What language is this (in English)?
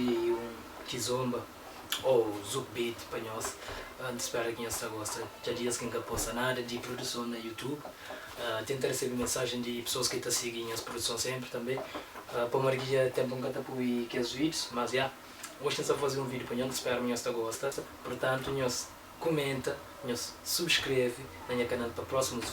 Kabuverdianu